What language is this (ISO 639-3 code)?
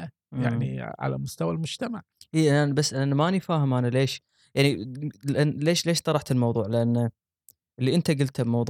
afb